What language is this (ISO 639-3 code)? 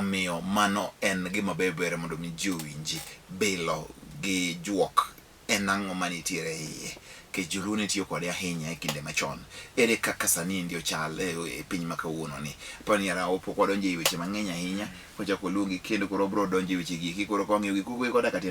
luo